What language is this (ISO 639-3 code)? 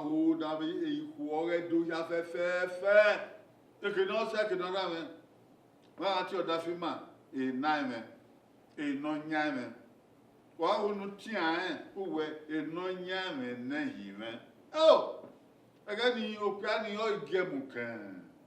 bin